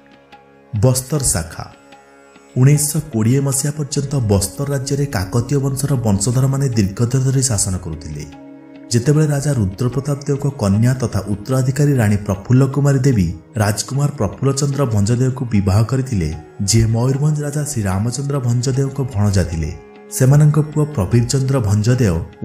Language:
Odia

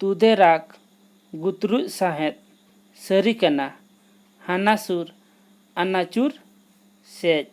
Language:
Santali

